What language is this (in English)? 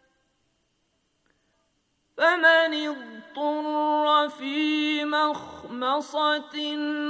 Bangla